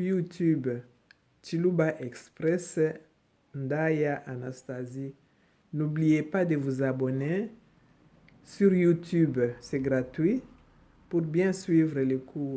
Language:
Luba-Lulua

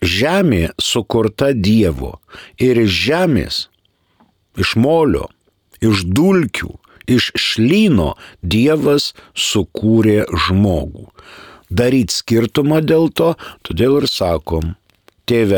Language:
Lithuanian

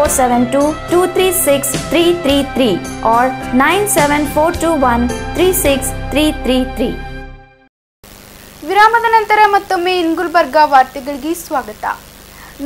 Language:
Kannada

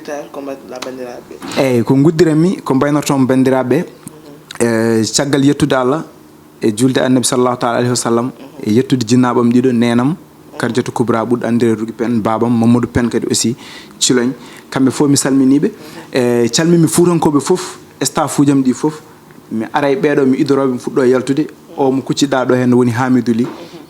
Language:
Fula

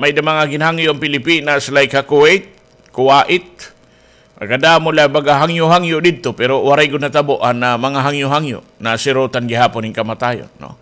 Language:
Waray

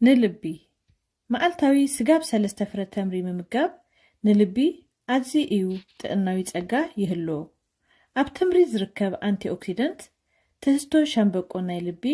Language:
Tigrinya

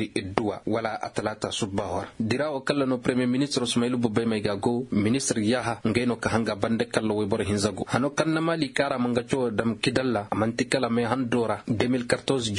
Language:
Koyraboro Senni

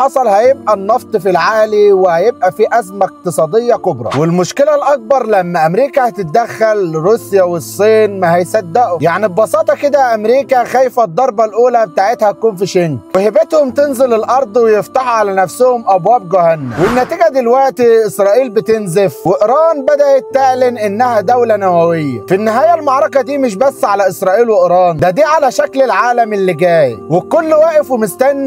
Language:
Egyptian Arabic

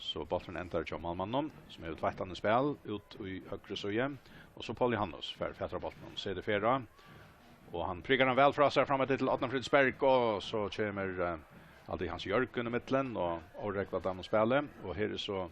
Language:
Faroese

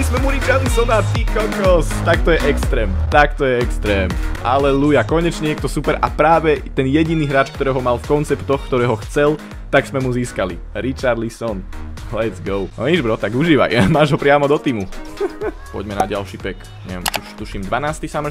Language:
Slovak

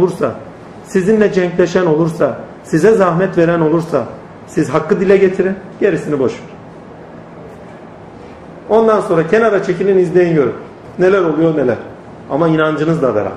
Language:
Turkish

